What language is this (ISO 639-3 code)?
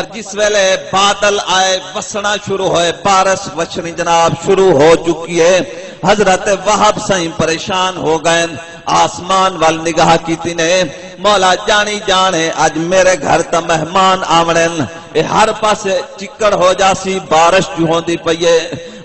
skr